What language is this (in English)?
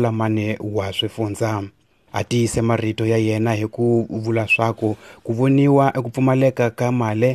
Tsonga